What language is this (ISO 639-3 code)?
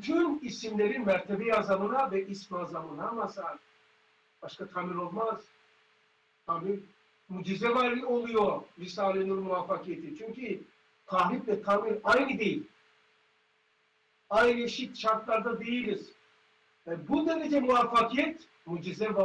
tur